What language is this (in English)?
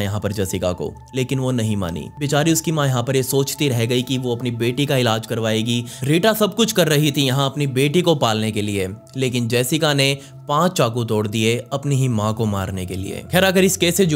Hindi